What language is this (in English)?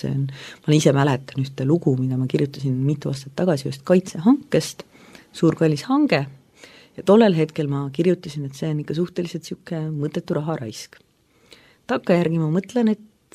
Estonian